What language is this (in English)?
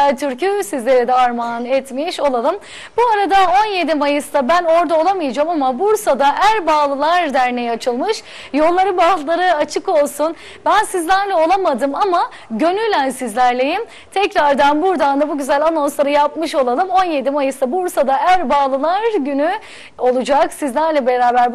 Turkish